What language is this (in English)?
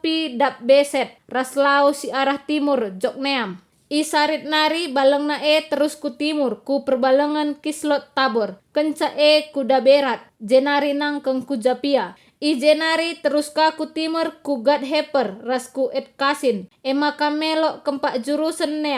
Batak Karo